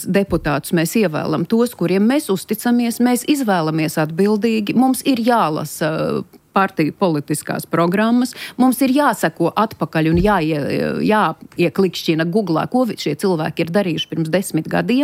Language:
Latvian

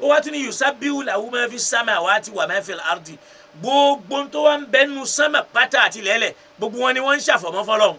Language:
Yoruba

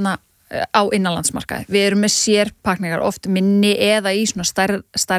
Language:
Icelandic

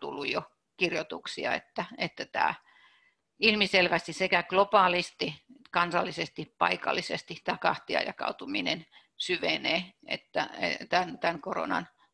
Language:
Finnish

